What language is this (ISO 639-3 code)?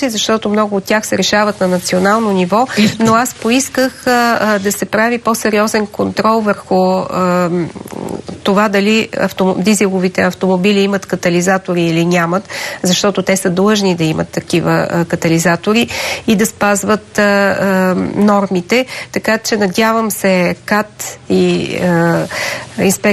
bul